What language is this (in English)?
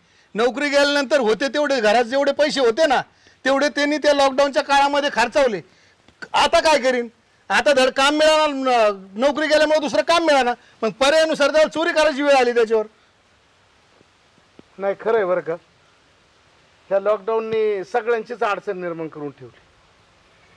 Marathi